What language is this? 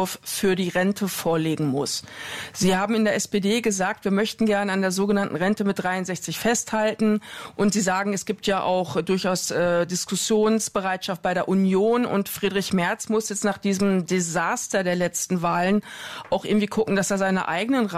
German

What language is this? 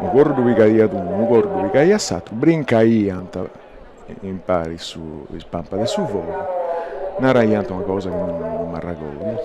Sardinian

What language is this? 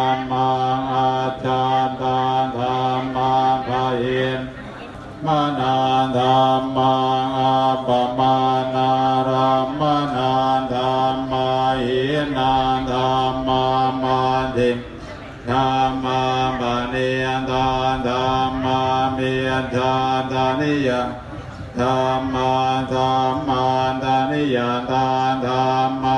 Pali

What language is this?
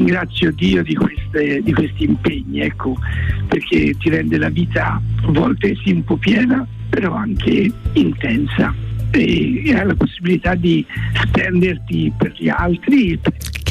Italian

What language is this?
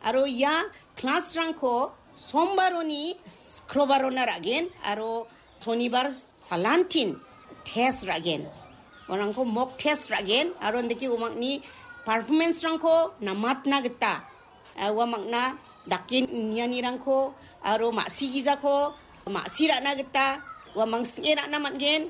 Garo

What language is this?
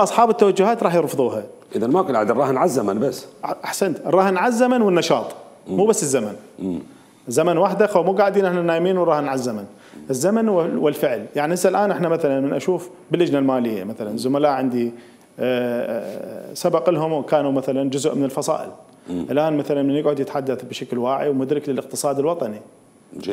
Mesopotamian Arabic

